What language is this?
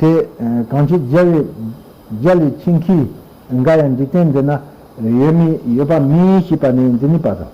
Tibetan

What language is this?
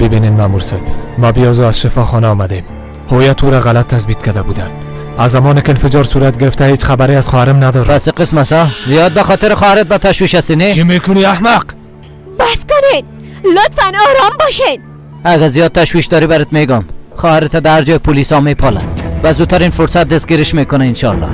Persian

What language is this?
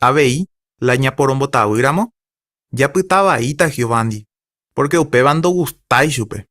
Guarani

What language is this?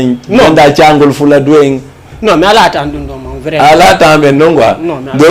Fula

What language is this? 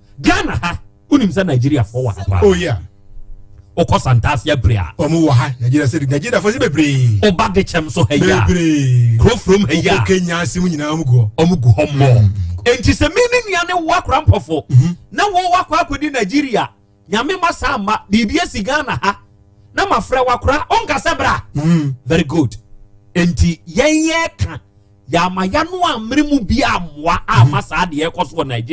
Akan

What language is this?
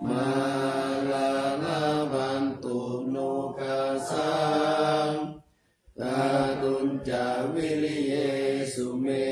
Pali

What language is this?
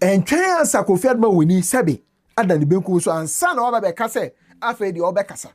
Akan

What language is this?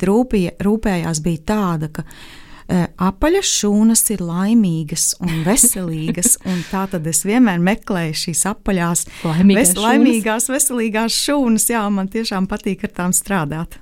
Latvian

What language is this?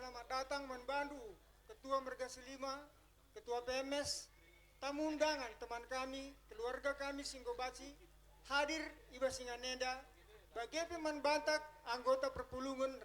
Batak Karo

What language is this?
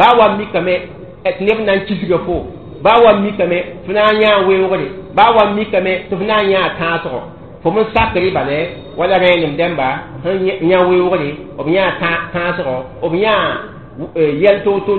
Mossi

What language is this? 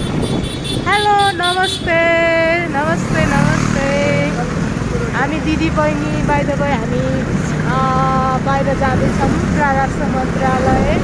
Nepali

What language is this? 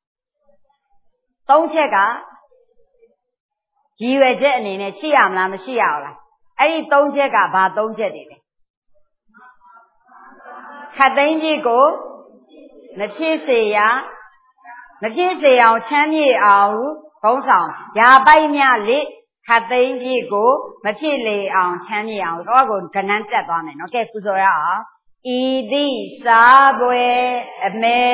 Burmese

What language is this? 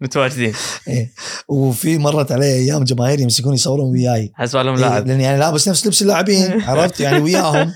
Gulf Arabic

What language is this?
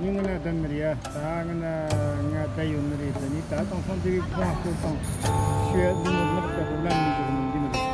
Tibetan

